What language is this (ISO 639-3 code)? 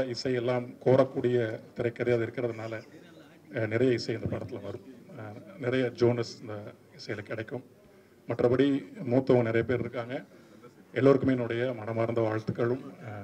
tam